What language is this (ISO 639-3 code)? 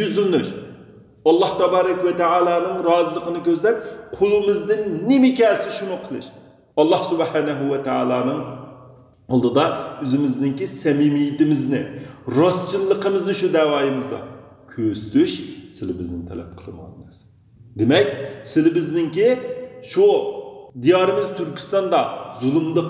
uig